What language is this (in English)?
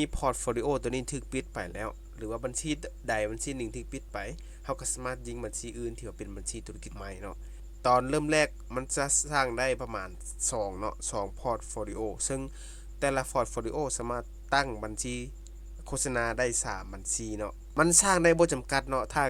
Lao